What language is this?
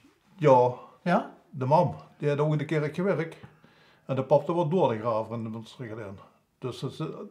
Limburgish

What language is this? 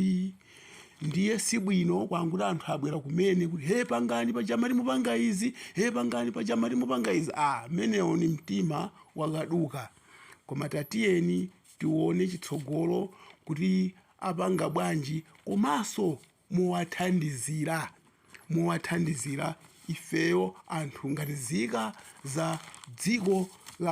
Nyanja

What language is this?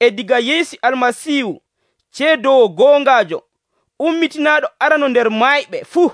Nigerian Fulfulde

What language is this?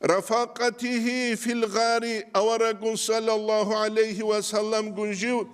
Avaric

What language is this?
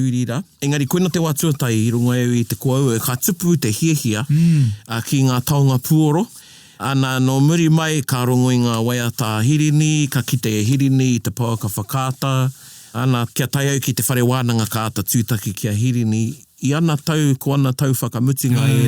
Māori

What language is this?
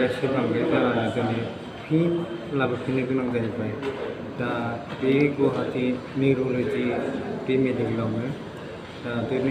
Bodo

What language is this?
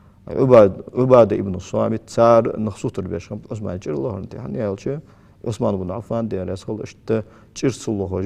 Ingush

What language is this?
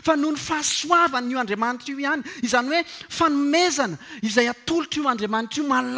Malagasy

